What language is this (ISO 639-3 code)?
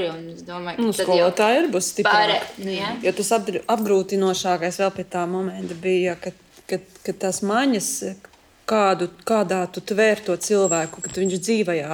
lav